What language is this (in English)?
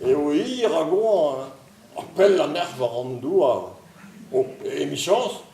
Breton